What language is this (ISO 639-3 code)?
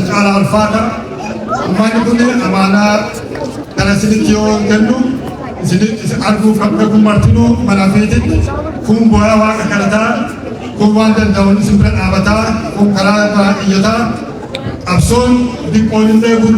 orm